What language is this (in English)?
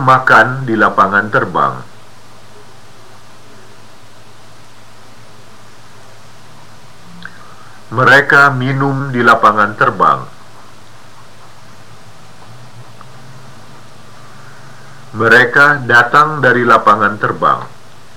Indonesian